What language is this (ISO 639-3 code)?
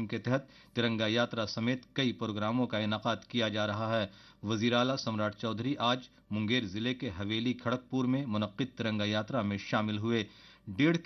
urd